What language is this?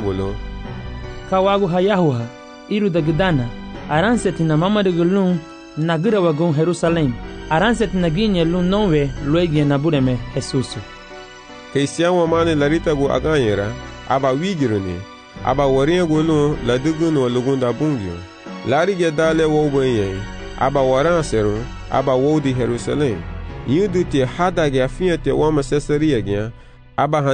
Garifuna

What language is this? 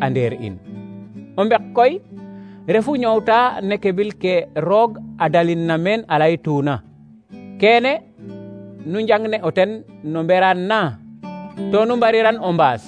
Serer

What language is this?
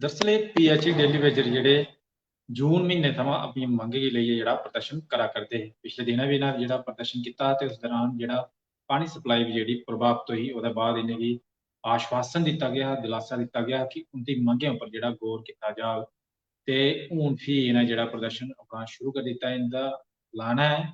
Dogri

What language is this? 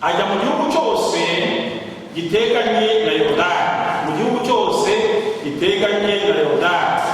Kinyarwanda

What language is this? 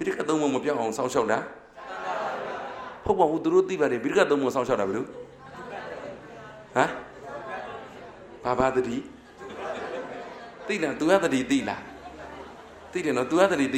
Burmese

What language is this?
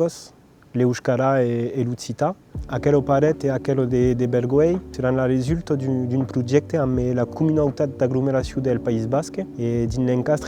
Occitan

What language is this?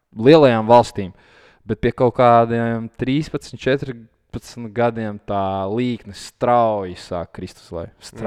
Latvian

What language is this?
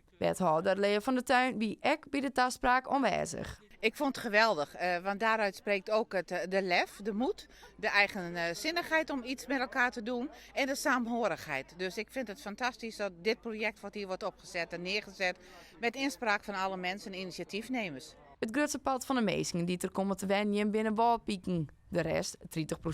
Western Frisian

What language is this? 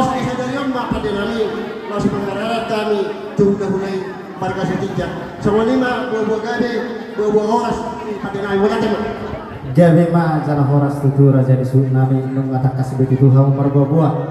Batak Toba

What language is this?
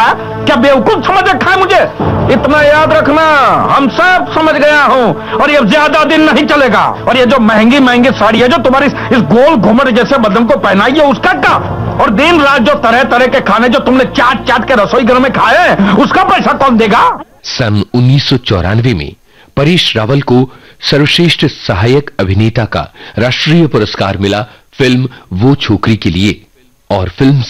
Hindi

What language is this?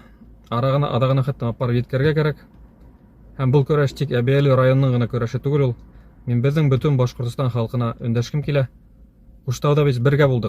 Bashkir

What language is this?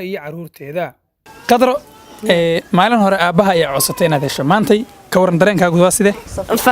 Somali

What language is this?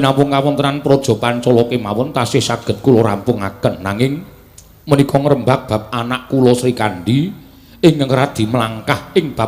Javanese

